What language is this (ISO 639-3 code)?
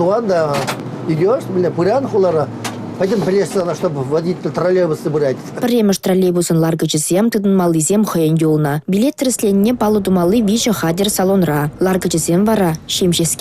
chv